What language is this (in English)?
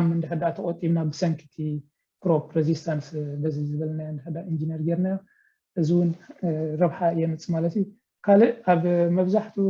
Tigrinya